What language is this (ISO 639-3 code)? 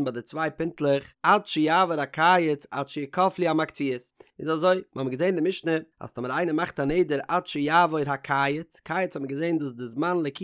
yid